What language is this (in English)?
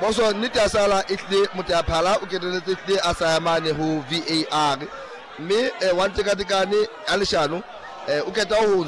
Southern Sotho